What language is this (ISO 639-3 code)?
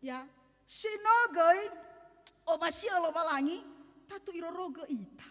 nia